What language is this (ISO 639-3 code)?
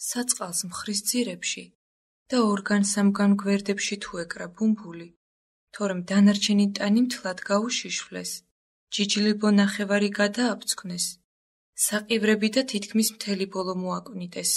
kat